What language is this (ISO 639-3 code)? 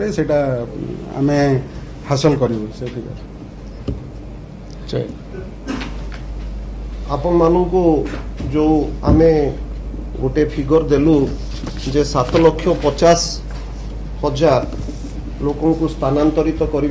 ori